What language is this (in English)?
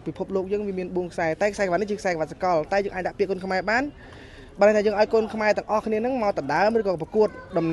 Khmer